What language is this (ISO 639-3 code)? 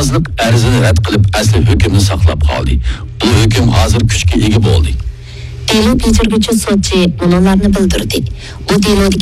uig